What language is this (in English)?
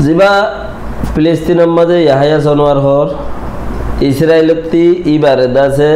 Rohingya